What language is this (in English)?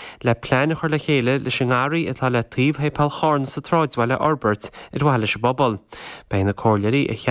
Irish